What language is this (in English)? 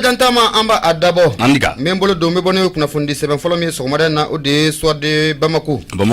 Bambara